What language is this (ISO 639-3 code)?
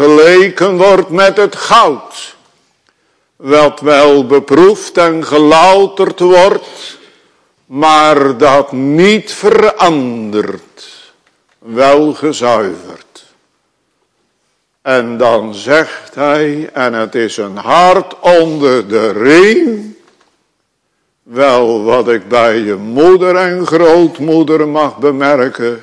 nld